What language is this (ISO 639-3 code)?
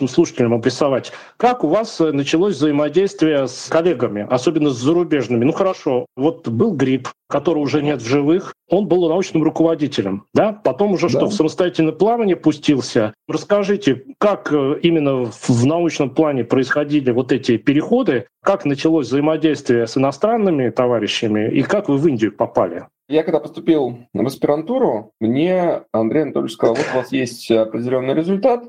rus